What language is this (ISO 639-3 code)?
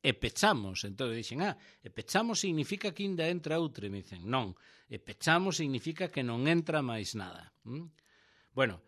glg